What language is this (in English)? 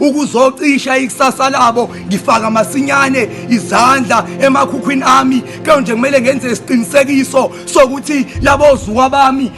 Zulu